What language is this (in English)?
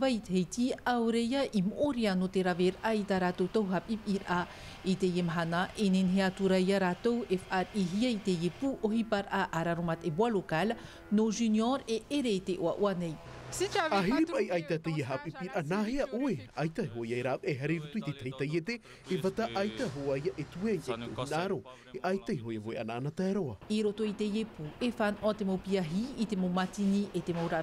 Tahitian